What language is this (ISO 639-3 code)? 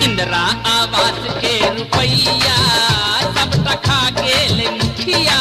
mai